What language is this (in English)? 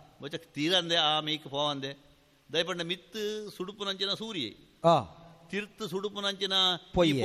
Tulu